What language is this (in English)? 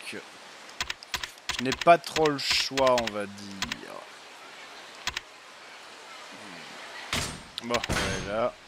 French